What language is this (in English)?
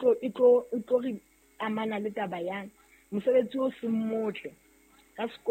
Southern Sotho